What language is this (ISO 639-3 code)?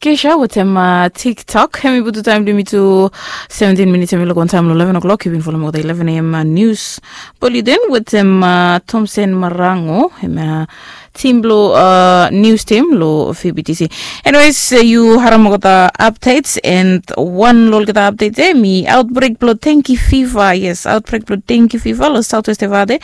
bis